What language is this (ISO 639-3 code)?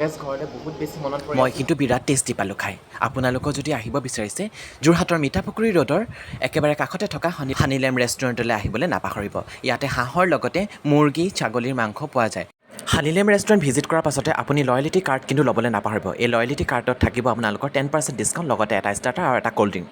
asm